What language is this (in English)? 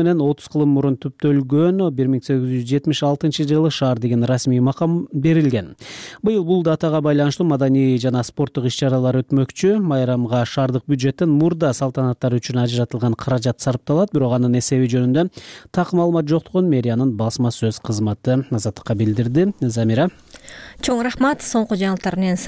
Kyrgyz